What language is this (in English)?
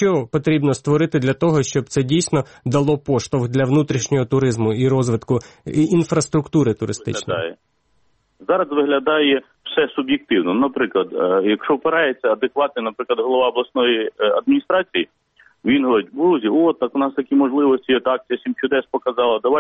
Ukrainian